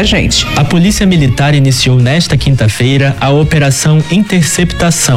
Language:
Portuguese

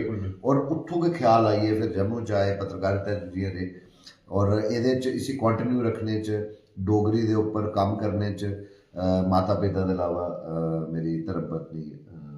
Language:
Dogri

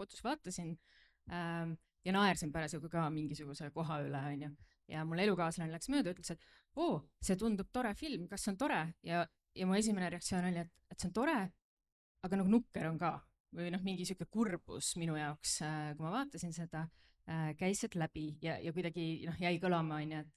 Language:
Estonian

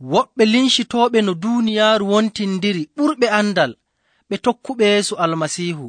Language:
Nigerian Fulfulde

